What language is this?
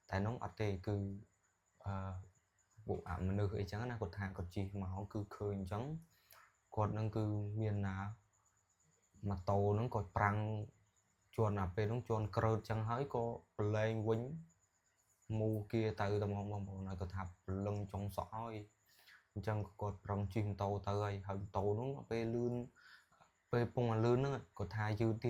Khmer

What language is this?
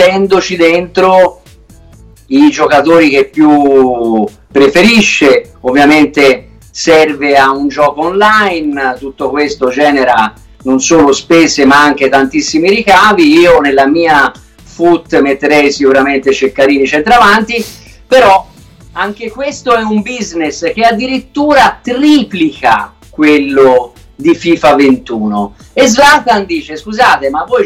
Italian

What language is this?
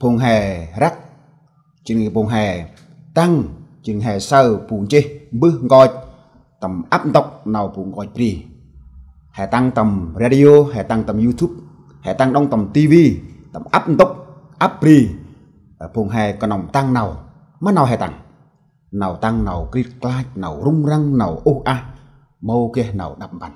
Central Mnong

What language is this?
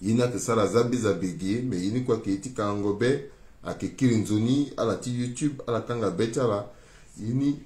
Sango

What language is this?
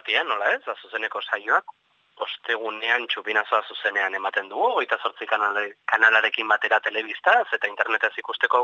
Basque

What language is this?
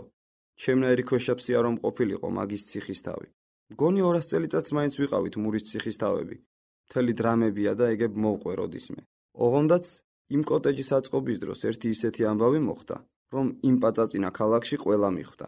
Georgian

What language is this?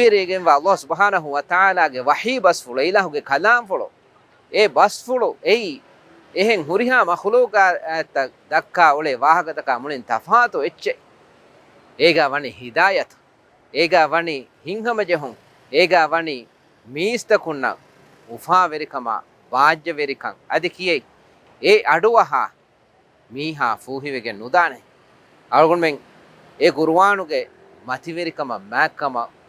Divehi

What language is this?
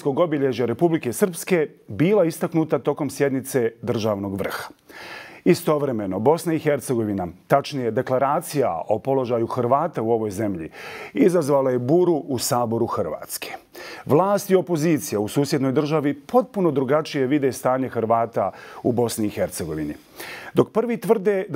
Bosnian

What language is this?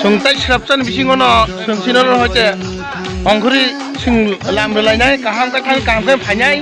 Kok Borok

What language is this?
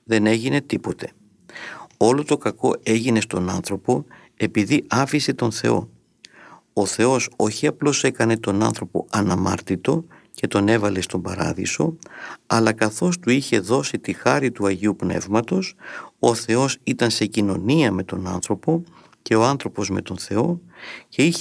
Greek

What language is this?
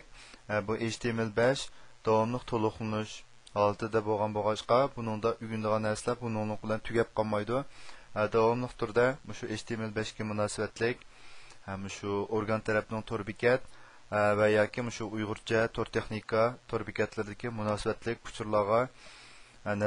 Uyghur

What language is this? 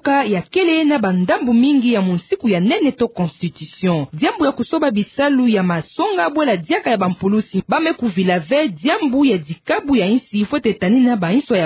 Kituba (Democratic Republic of Congo)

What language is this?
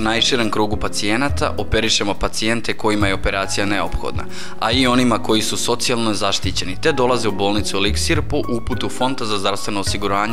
Serbian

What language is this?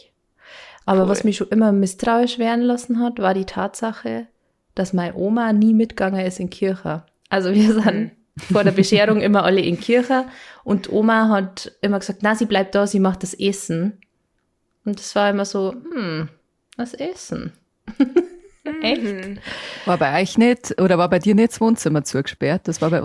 Bavarian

